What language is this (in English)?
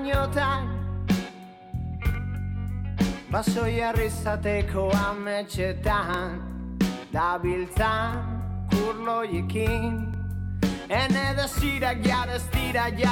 Basque